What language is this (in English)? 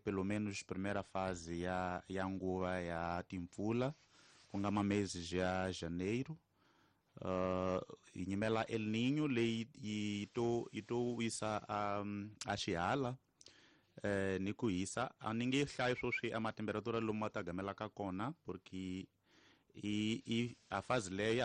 Tsonga